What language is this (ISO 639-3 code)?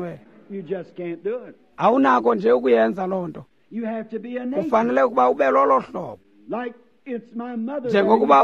xho